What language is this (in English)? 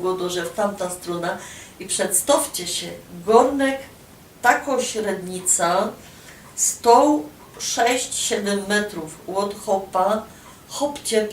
Silesian